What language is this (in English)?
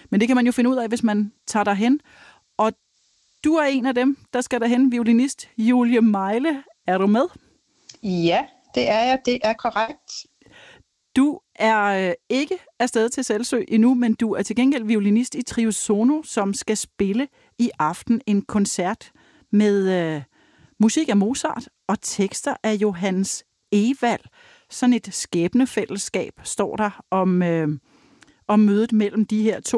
Danish